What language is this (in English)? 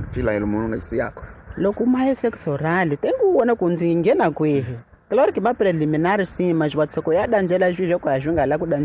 Tsonga